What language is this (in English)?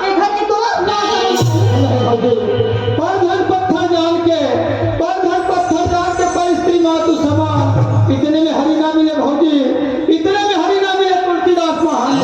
Chhattisgarhi